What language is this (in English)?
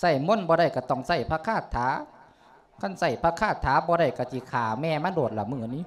Lao